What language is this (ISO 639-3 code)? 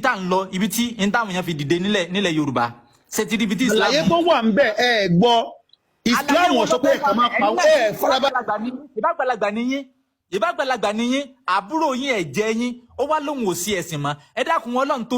yor